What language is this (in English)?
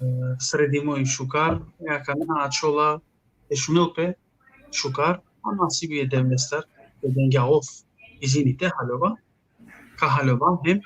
Balkan Romani